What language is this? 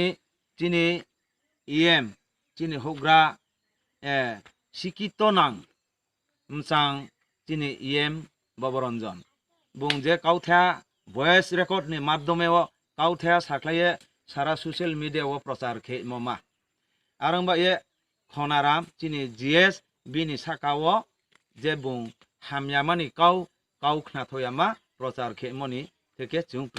Riang (India)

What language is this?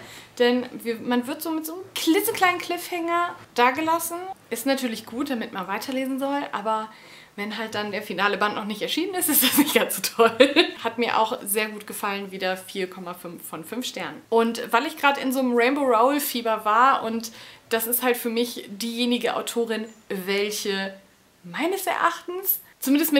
German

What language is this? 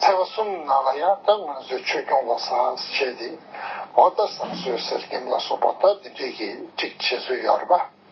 Tibetan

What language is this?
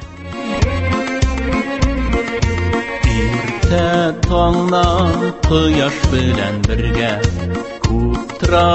Tatar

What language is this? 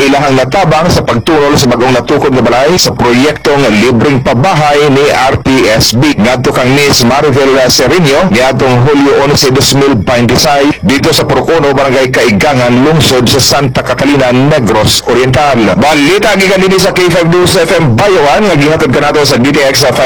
Cebuano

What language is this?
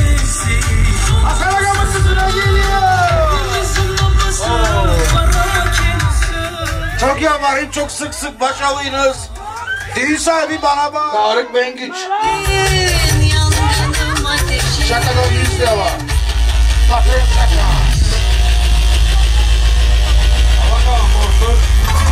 Turkish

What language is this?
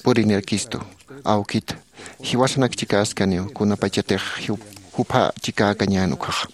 Aymara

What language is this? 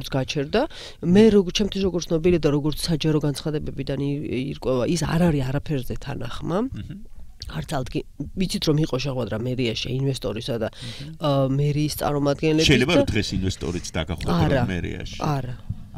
Georgian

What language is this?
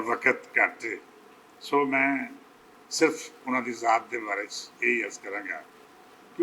Western Panjabi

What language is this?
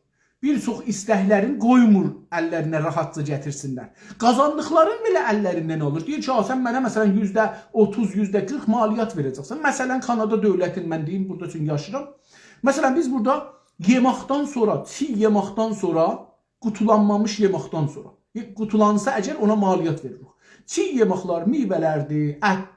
South Azerbaijani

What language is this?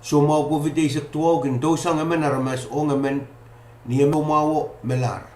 Pohnpeian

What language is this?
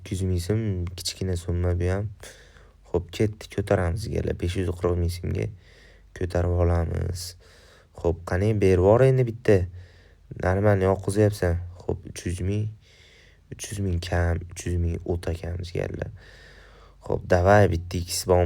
Uzbek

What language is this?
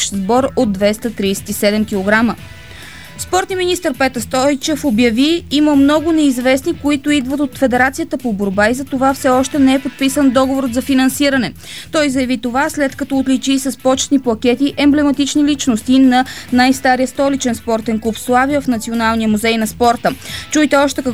Bulgarian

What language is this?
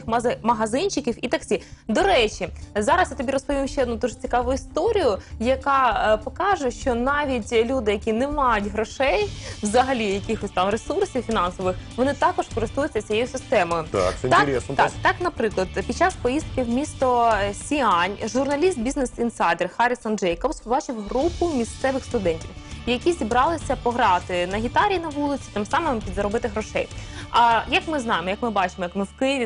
Ukrainian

